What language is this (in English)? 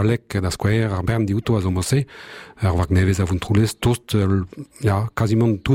Breton